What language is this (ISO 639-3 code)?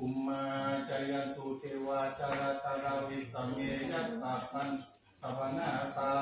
pli